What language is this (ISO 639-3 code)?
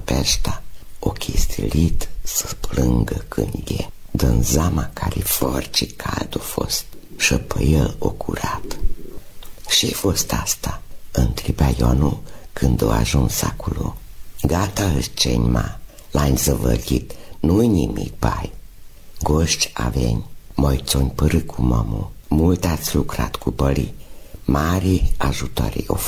ron